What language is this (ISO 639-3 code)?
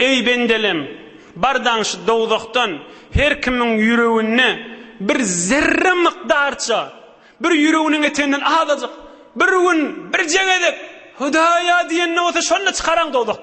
tuk